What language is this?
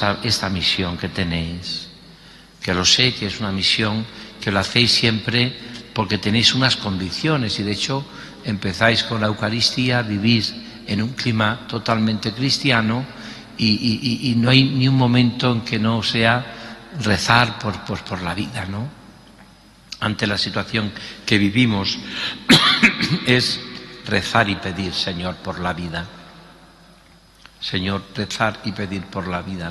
Spanish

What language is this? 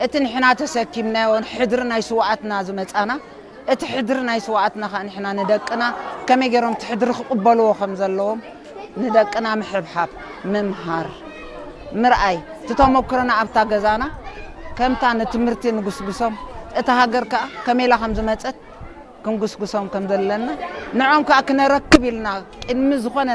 Tigrinya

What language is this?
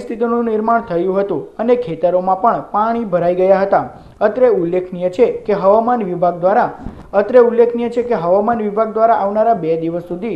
Gujarati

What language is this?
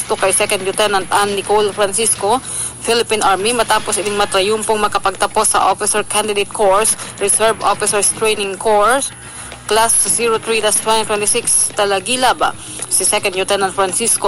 Bikol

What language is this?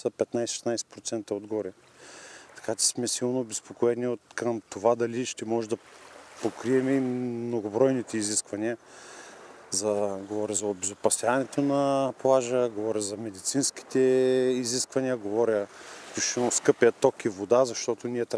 Bulgarian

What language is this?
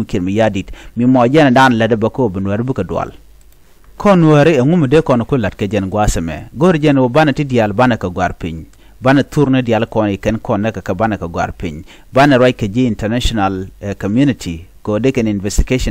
Nuer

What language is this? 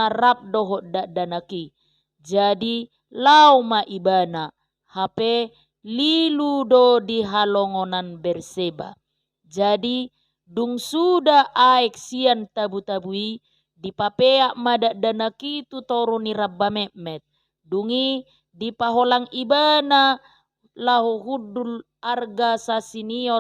Batak Toba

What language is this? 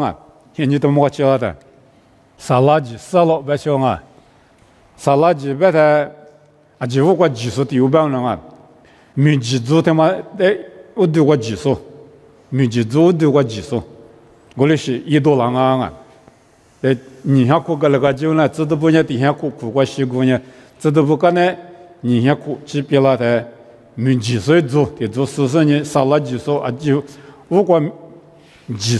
Lisu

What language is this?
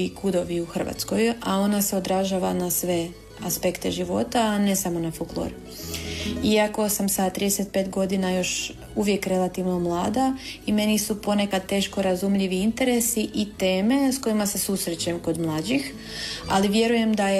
Croatian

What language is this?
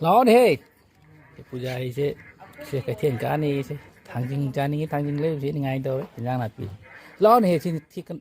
Manipuri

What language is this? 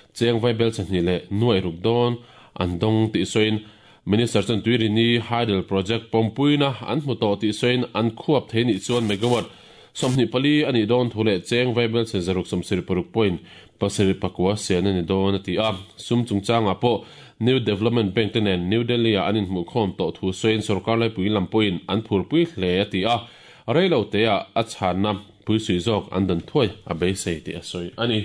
Mizo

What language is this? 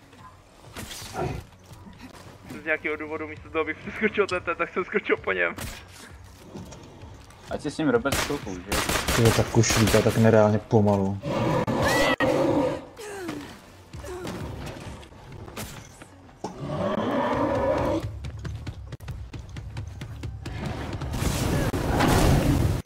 Czech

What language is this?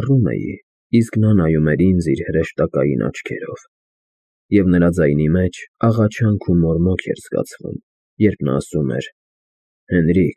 Armenian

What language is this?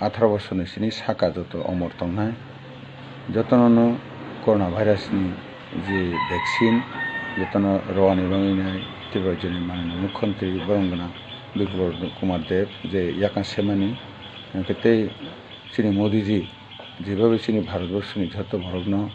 Kok Borok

